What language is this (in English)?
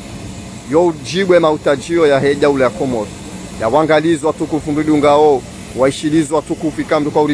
Swahili